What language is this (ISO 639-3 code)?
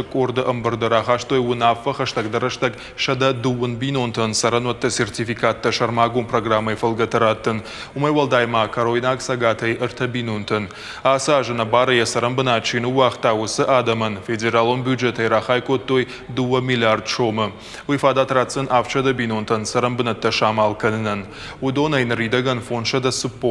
oss